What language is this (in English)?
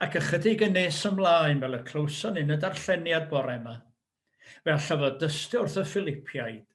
Welsh